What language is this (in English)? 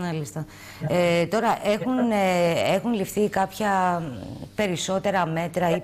Greek